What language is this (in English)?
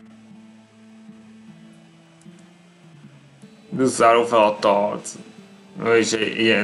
Hungarian